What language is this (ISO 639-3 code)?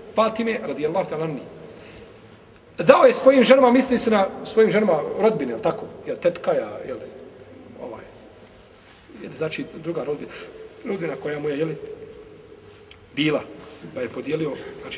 bos